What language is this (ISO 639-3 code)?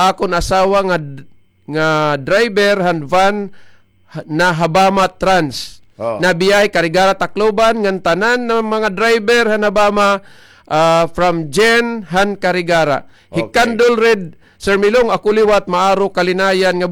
war